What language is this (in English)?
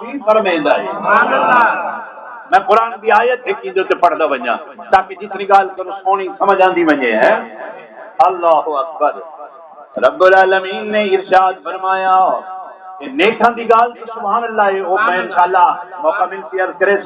Saraiki